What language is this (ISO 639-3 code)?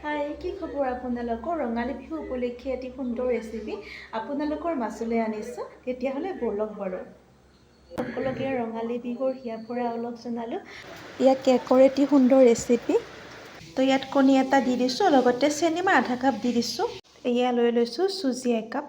asm